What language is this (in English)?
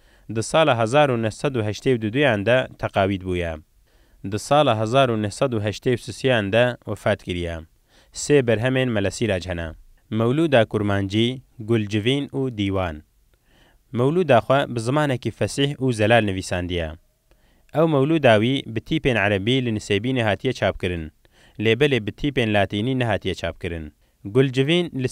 Kurdish